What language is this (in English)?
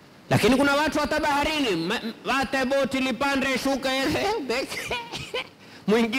Swahili